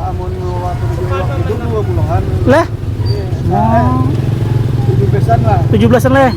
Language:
Banjar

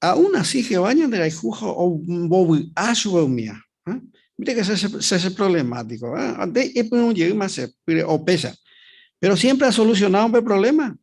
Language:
Guarani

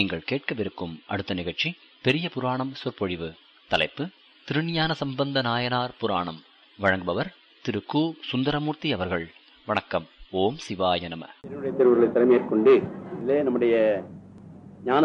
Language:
Tamil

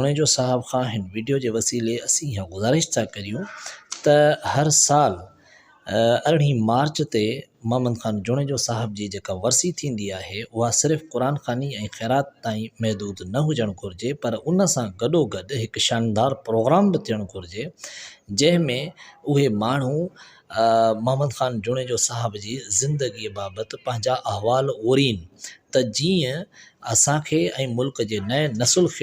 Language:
Sindhi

